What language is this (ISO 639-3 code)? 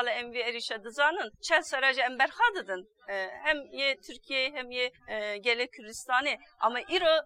kur